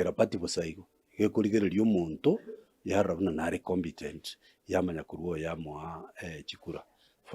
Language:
Gusii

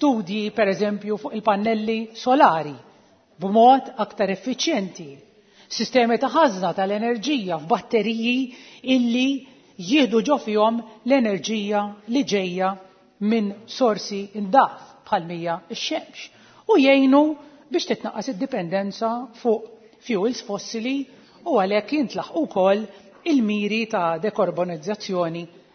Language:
Maltese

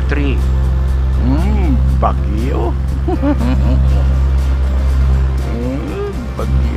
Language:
Filipino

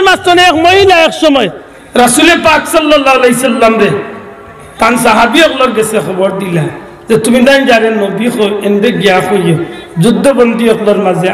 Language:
Sylheti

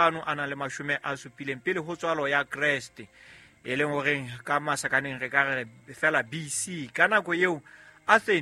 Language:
Southern Sotho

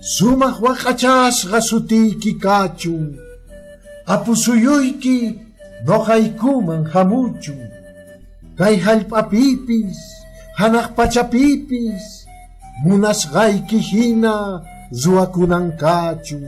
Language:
Quechua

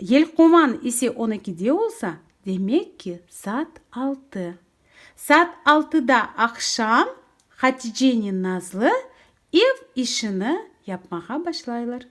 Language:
Crimean Tatar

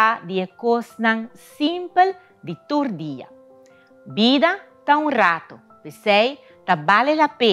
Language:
Papiamento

